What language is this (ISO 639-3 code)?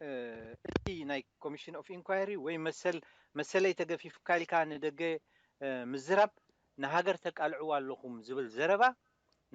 tir